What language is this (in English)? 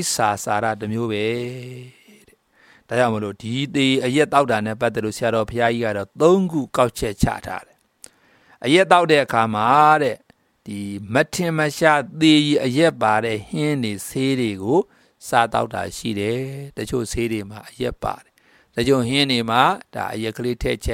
Burmese